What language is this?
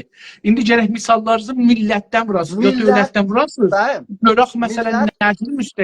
South Azerbaijani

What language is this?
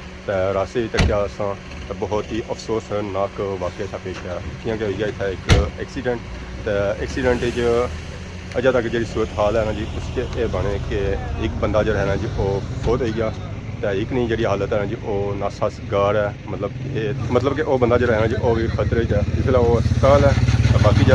Pahari-Potwari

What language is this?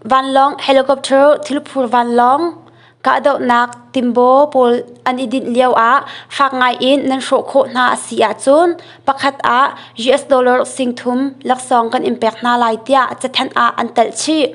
Hakha Chin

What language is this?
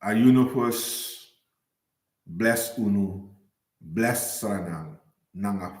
Sranan Tongo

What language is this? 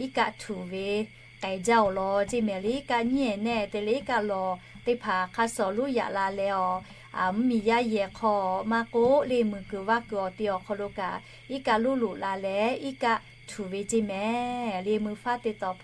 Lahu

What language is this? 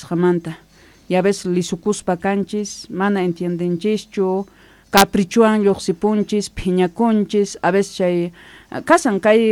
South Bolivian Quechua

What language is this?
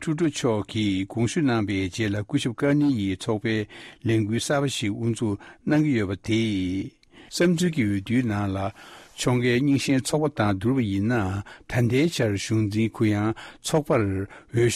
Tibetan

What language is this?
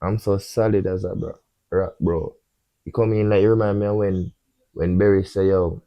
Jamaican Creole English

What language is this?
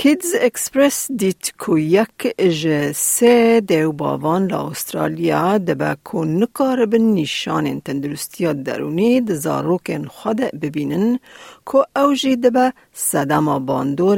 Kurdish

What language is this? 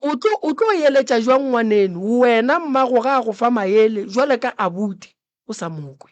Northern Sotho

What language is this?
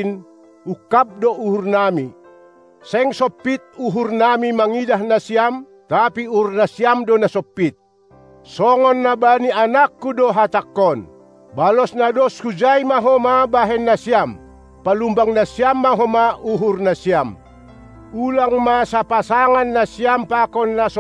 Batak Simalungun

